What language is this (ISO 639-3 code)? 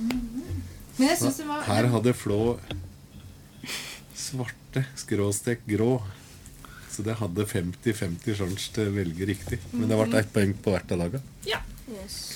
nor